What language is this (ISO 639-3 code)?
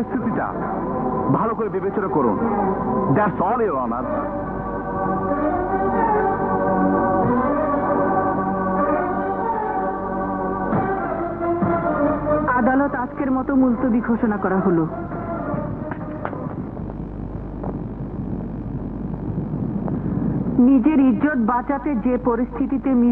ben